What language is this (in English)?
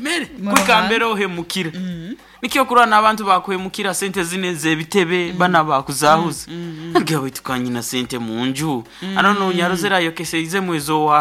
Nyoro